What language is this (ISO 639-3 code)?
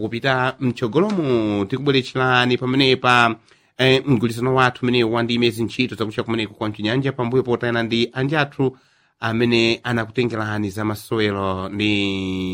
nya